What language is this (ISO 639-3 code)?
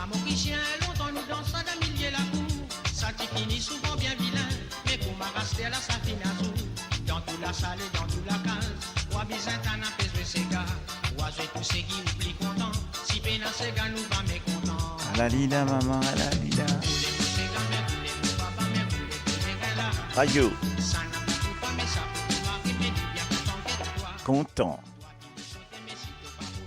mfe